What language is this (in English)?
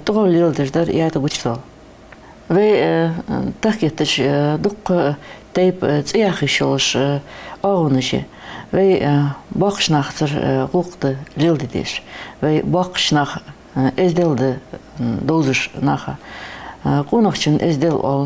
Ingush